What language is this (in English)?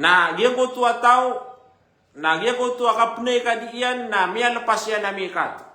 Maranao